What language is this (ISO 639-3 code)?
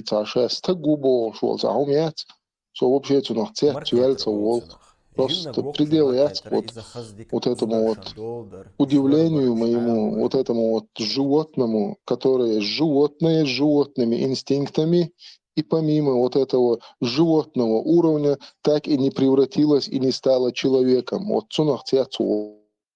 che